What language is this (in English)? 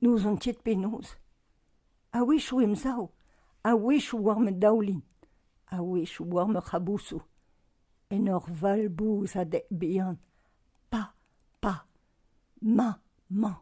Breton